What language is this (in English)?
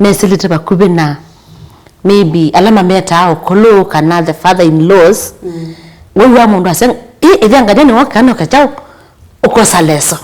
Kamba